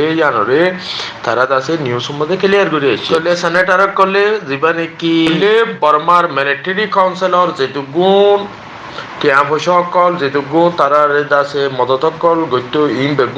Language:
Rohingya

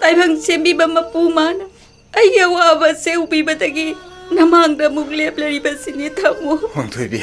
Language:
Manipuri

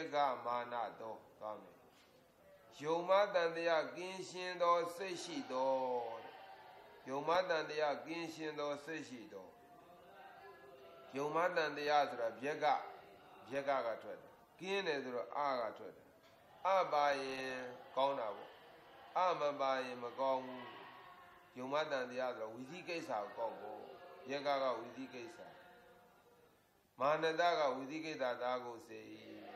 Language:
Burmese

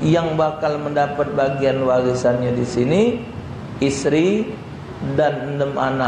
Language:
Musi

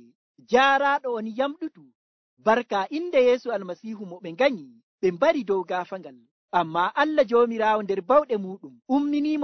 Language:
Nigerian Fulfulde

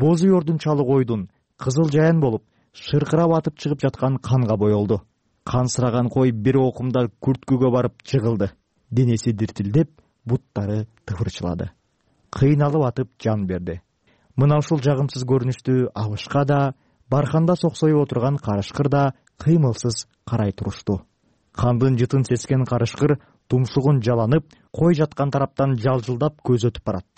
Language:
Kyrgyz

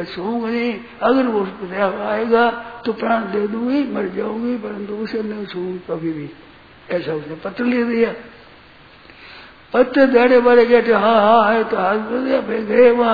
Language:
Hindi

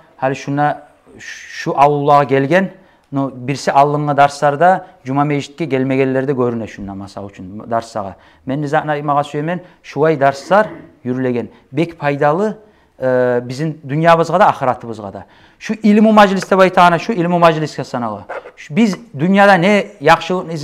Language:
Kumyk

